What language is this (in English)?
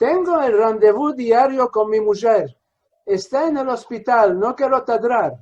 Ladino